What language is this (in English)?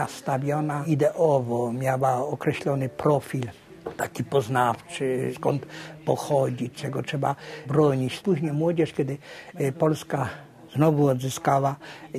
Polish